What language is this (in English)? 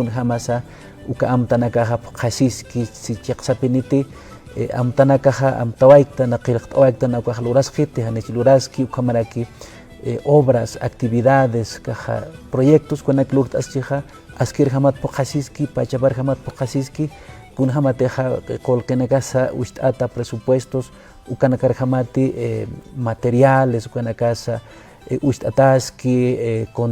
Aymara